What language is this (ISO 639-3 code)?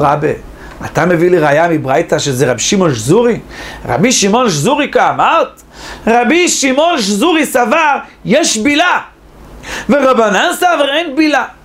heb